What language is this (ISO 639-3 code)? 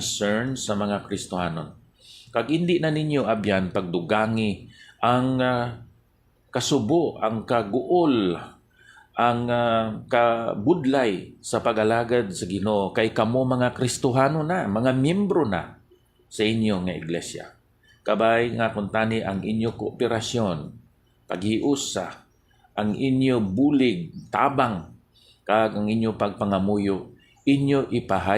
hil